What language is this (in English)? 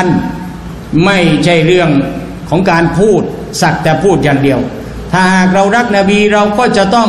Thai